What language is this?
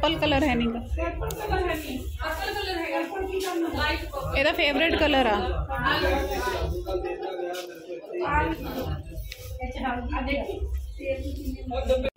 Punjabi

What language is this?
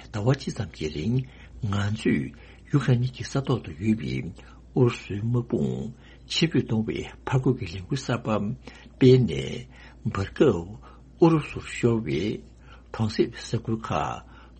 Tibetan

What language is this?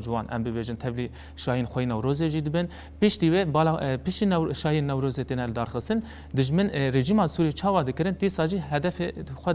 Kurdish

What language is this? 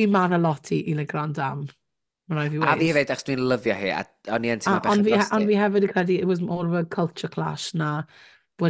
Welsh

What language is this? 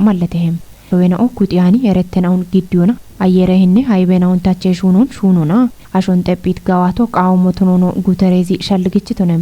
Kafa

